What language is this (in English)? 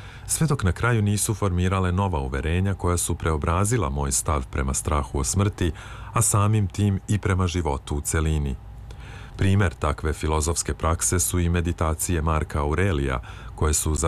Serbian